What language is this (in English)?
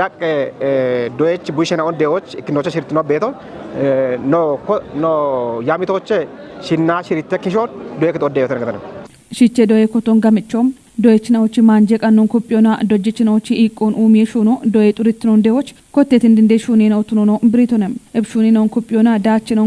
Kafa